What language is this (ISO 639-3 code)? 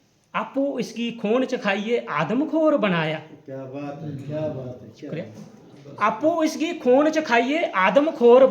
doi